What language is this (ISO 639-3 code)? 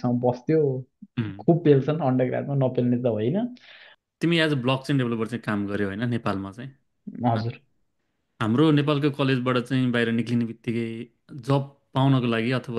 nep